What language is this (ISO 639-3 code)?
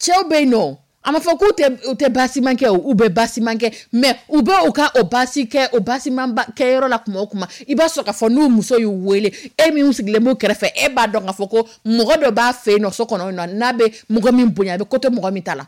dyu